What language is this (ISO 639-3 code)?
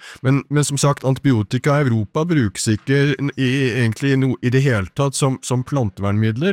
nor